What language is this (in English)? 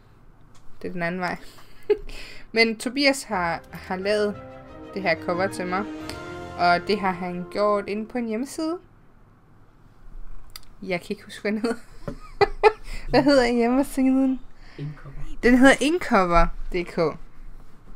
Danish